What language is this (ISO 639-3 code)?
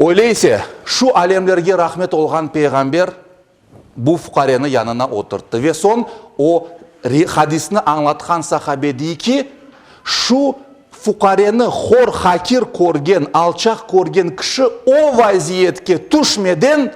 crh